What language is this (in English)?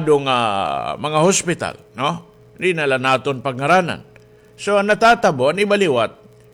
Waray